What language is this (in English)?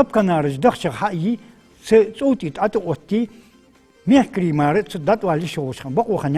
Ingush